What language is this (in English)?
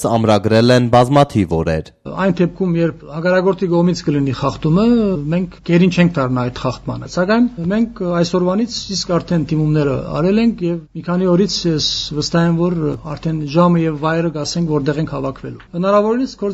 Armenian